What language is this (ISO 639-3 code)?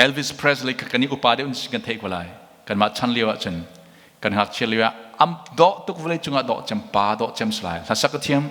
cnh